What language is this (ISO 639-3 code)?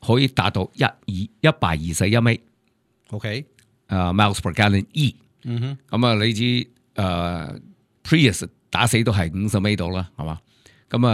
yue